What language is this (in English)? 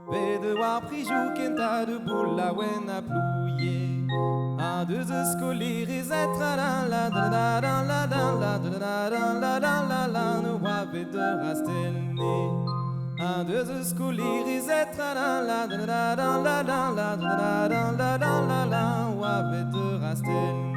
Breton